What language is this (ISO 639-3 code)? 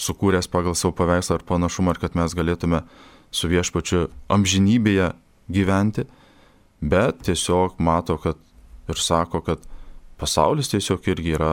lit